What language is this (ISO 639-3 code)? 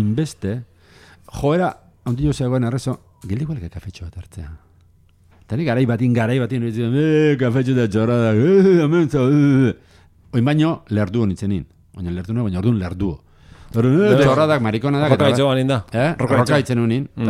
eus